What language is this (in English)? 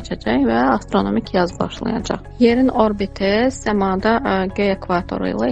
Azerbaijani